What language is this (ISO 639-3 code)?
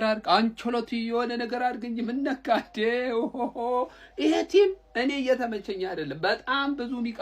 amh